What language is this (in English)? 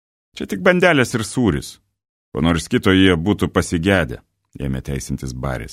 Lithuanian